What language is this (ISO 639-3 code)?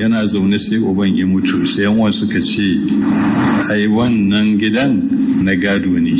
hau